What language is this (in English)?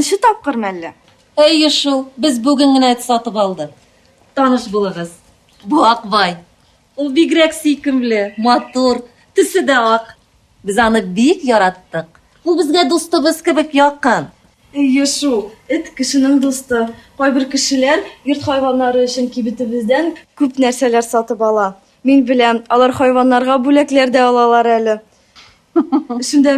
Tatar